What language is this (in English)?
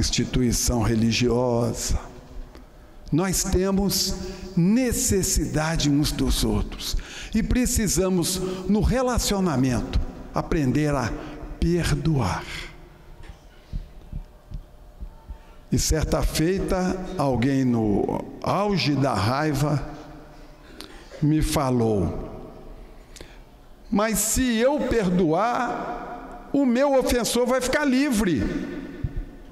Portuguese